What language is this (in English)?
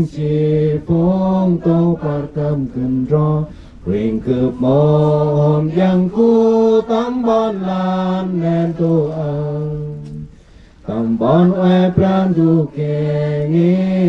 Central Mnong